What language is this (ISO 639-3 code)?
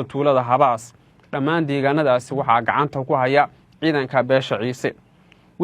som